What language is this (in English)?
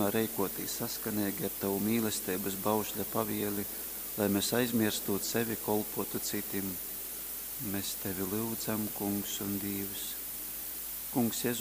Latgalian